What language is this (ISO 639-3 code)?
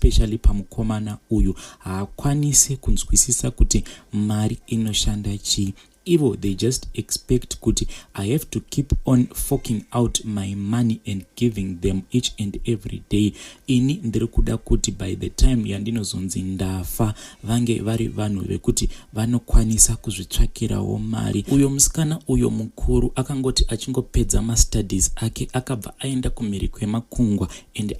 sna